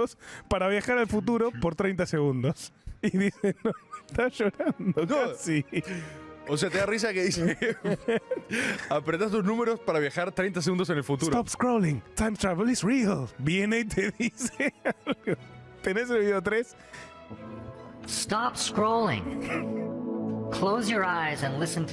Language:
Spanish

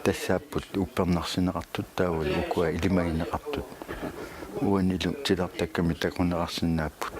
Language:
Kalaallisut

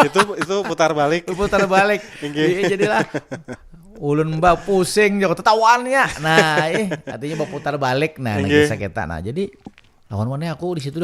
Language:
Banjar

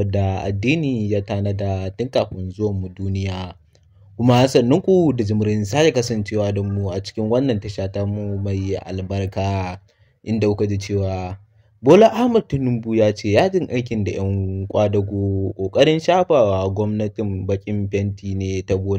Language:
Hausa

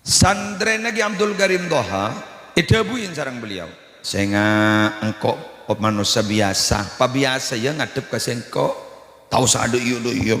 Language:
Madurese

